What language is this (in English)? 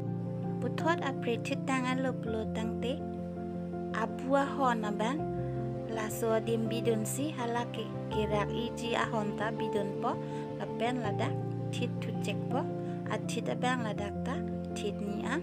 Karbi